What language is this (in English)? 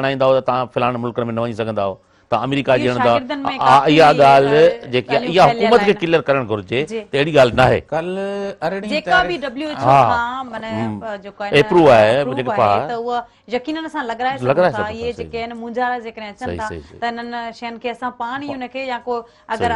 Sindhi